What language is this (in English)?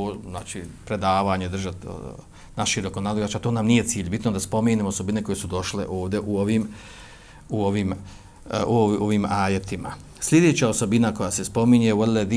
Bosnian